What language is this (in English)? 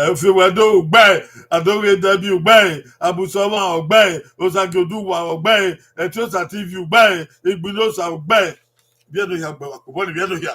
Bini